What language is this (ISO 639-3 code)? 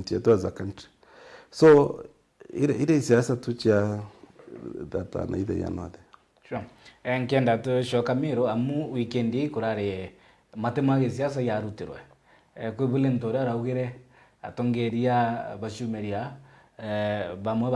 mer